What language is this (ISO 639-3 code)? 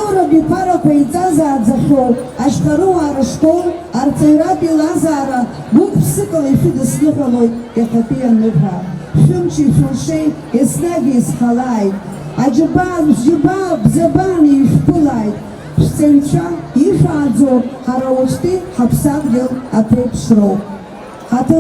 abk